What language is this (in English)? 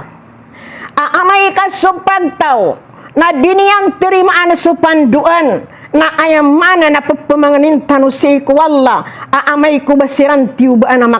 Maranao